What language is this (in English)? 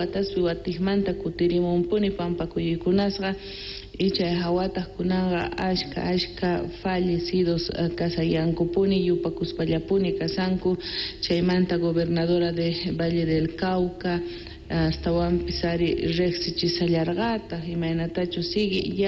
South Bolivian Quechua